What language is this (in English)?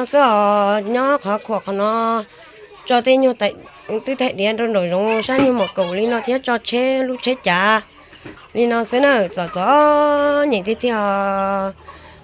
Hmong